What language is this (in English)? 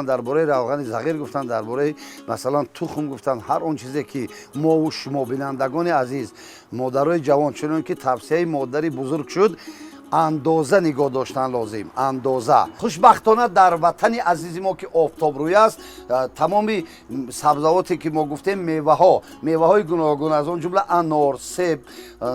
Tajik